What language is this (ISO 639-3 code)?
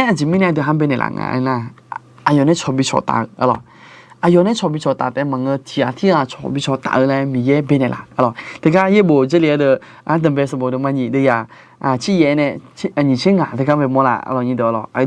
ahk